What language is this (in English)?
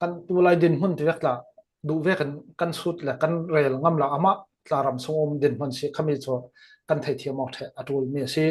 Falam Chin